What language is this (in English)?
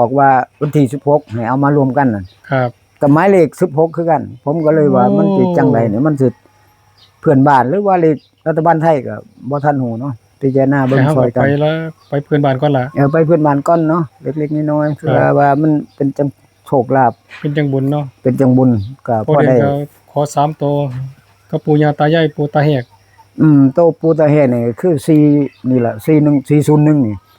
Northeastern Thai